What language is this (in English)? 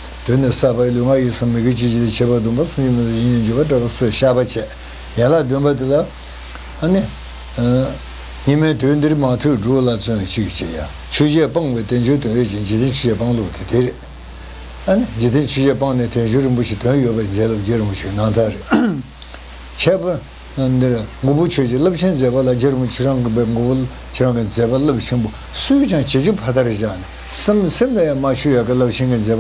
Tibetan